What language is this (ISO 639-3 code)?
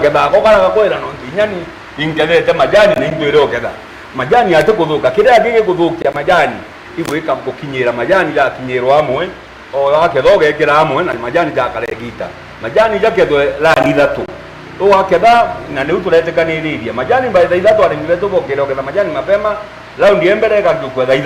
mer